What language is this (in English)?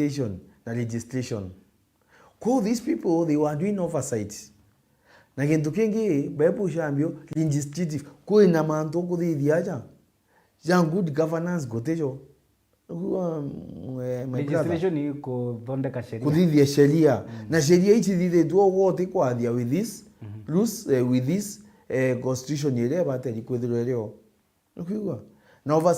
Meru